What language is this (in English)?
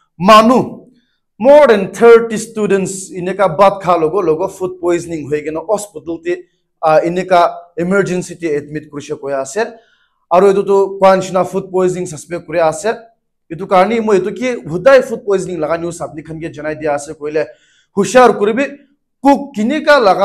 Naga Pidgin